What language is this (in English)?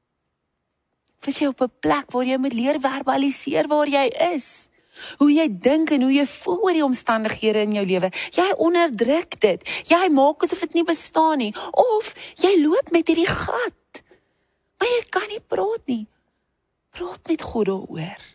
Afrikaans